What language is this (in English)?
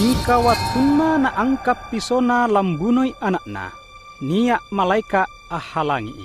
Makasar